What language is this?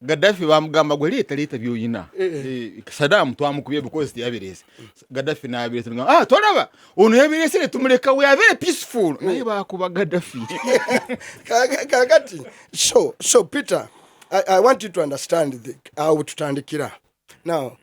Ganda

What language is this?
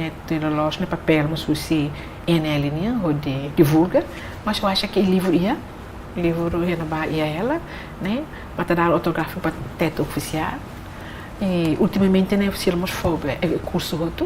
Tetum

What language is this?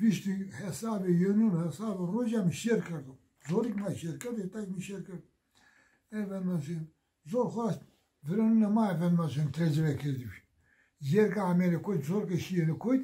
Zaza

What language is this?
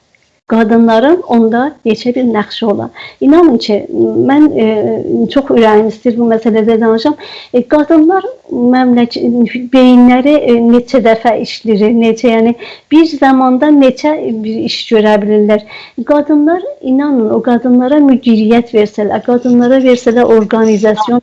South Azerbaijani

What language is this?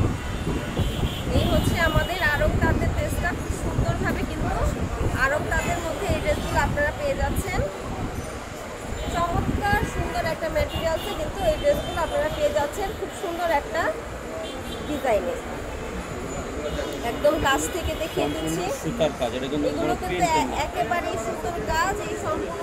Bangla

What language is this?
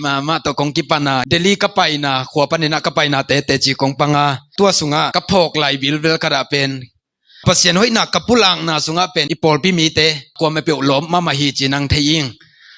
Tedim Chin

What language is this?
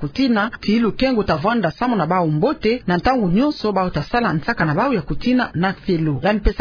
Kituba (Democratic Republic of Congo)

